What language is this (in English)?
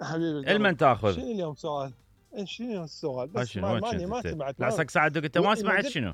Mesopotamian Arabic